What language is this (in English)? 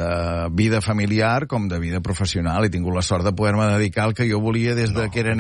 Catalan